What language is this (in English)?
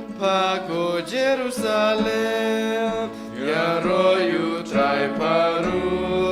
Khasi